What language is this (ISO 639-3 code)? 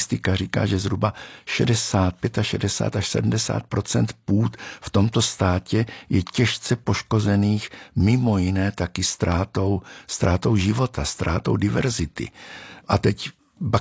ces